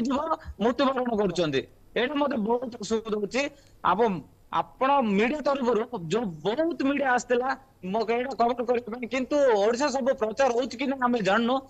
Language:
Odia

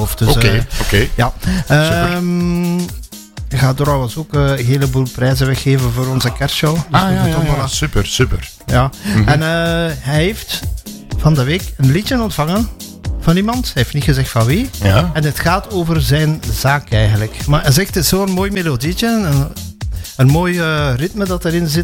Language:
Dutch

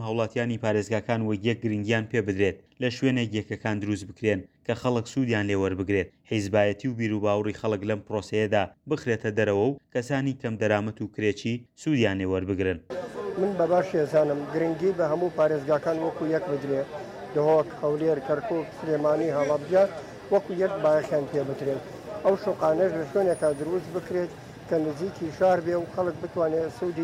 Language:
Central Kurdish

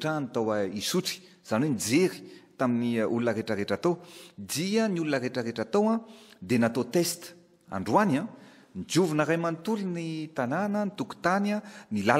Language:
Malagasy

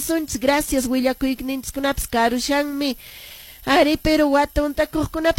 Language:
Quechua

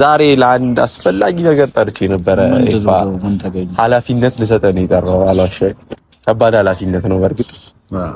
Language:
Amharic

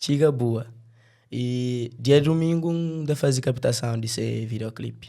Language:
Kabuverdianu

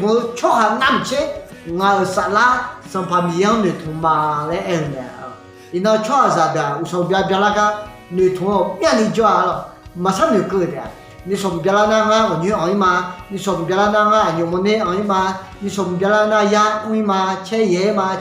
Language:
Akha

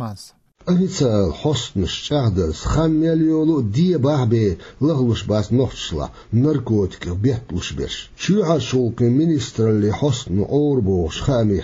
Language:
Chechen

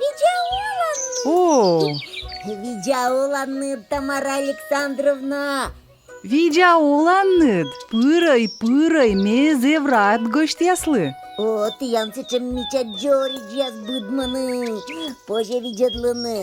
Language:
Komi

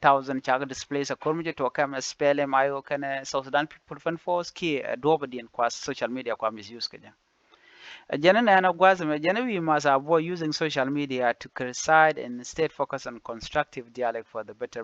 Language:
Nuer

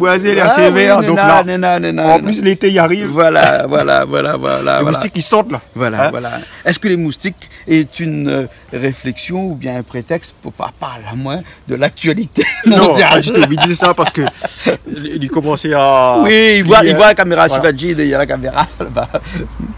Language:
Réunion Creole French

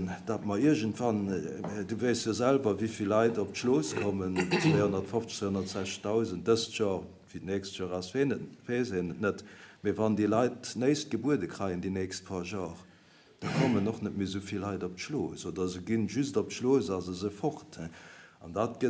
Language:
Luxembourgish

